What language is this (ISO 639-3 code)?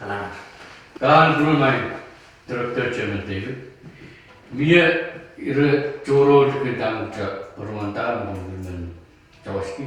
pon